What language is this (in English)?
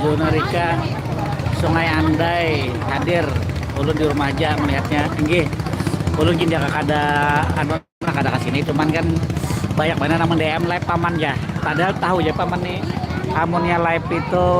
Banjar